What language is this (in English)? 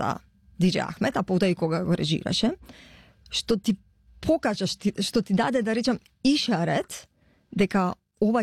Macedonian